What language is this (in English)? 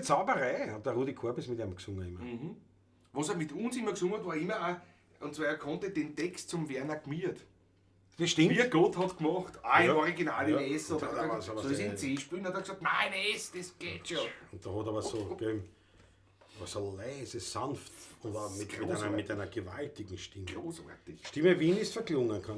Bavarian